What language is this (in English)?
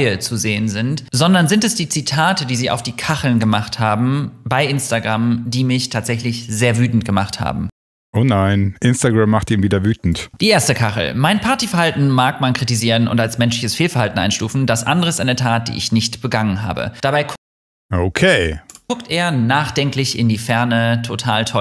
German